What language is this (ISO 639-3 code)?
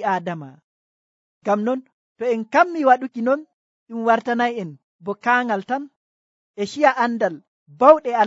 fuv